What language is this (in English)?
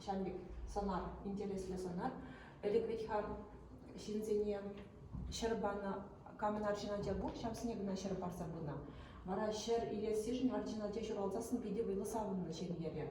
Chuvash